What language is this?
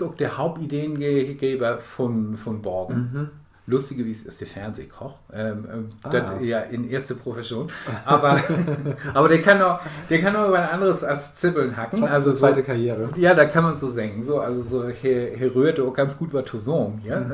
Low German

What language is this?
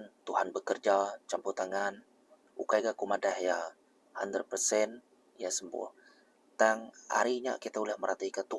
Iban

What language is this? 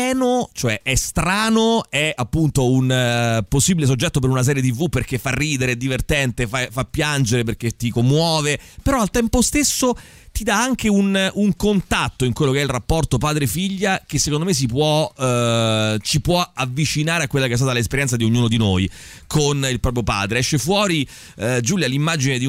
Italian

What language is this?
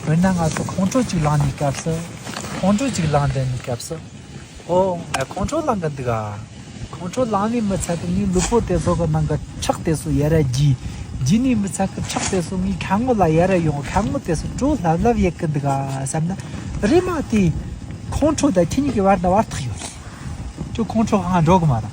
Tibetan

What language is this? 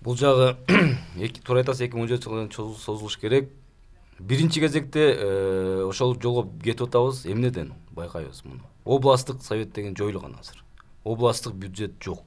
Kyrgyz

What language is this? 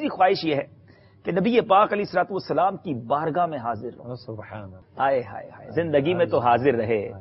Urdu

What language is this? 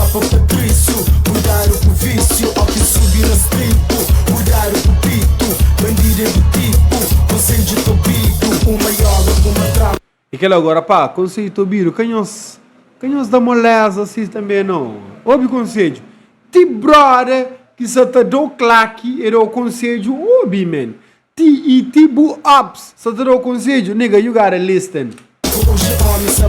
Kabuverdianu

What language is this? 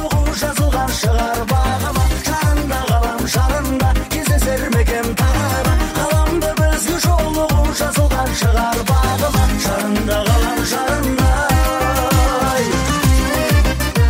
Kazakh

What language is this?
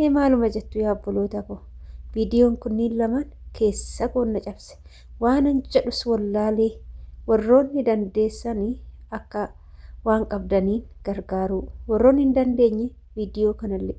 Oromo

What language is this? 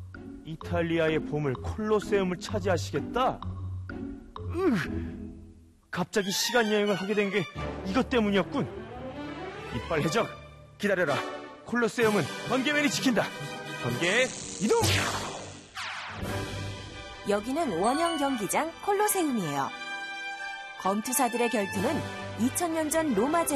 Korean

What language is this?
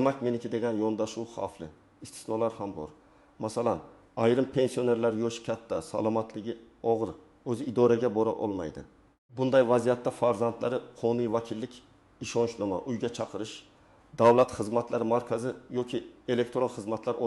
Uzbek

